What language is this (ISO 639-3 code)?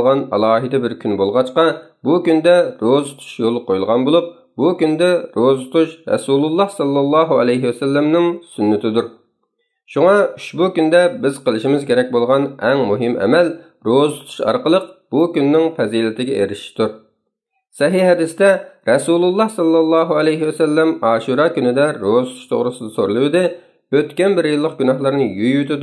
uig